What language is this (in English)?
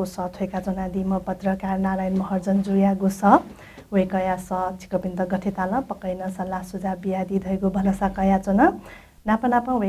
Newari